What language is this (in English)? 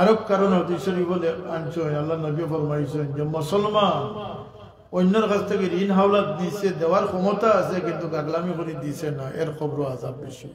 Sylheti